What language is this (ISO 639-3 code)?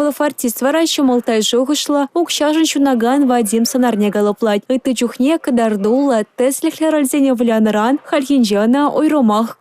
chv